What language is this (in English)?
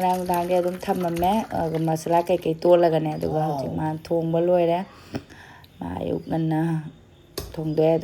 Manipuri